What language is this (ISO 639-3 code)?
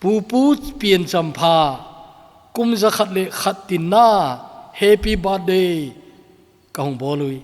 tcz